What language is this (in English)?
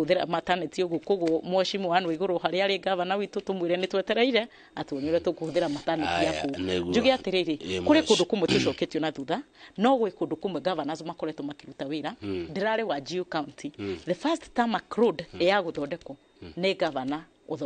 Kikuyu